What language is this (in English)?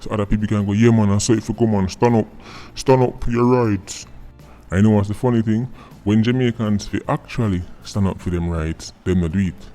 Jamaican Creole English